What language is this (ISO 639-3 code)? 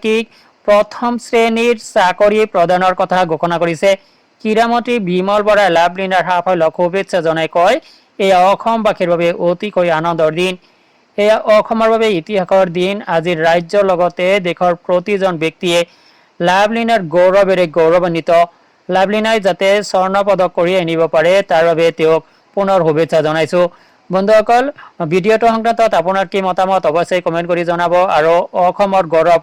asm